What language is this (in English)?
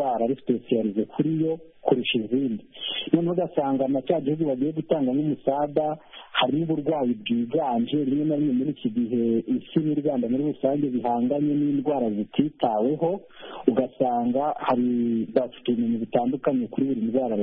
Kinyarwanda